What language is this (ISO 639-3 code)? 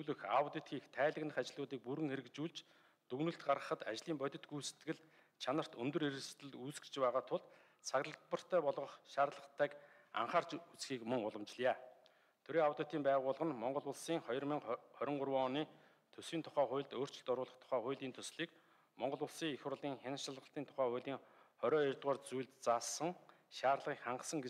mon